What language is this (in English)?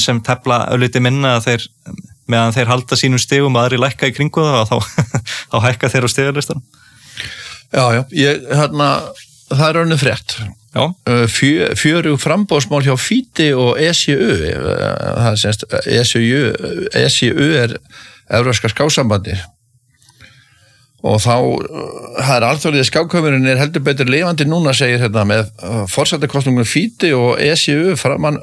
Icelandic